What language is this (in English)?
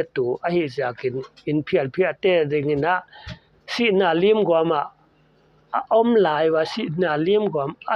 Paite Chin